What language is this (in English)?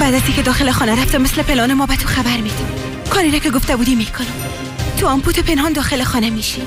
Persian